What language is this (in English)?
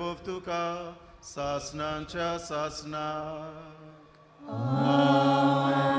Konkani